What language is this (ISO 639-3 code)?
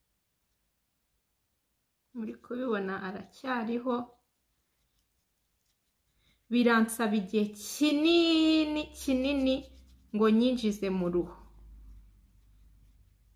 kin